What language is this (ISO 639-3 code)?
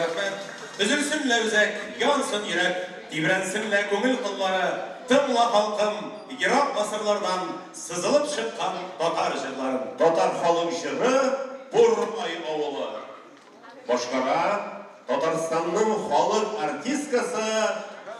tat